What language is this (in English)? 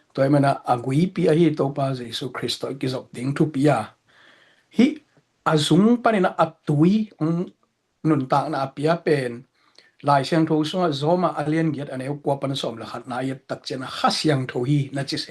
Tedim Chin